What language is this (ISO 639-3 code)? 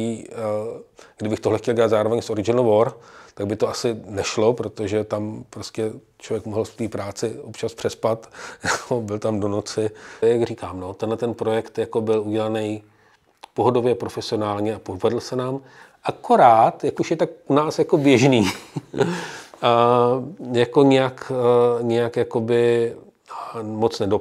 ces